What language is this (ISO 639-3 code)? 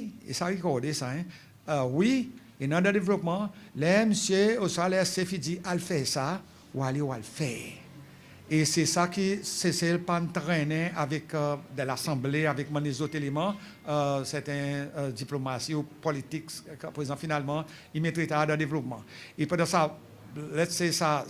crs